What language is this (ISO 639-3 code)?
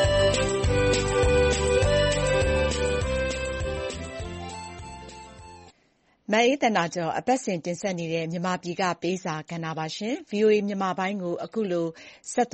mya